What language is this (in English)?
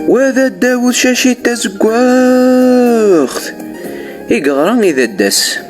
Kabyle